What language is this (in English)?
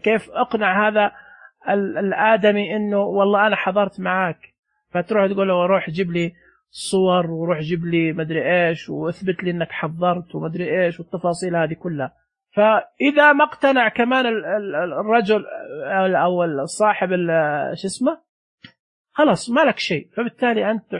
Najdi Arabic